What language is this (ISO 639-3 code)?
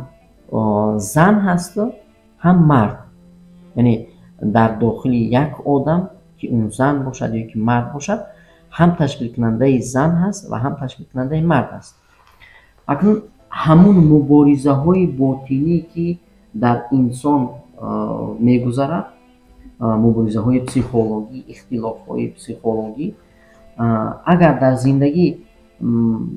tgk